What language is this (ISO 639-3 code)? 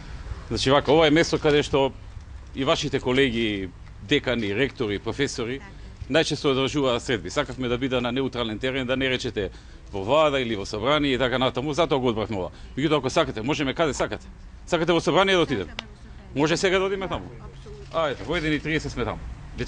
mkd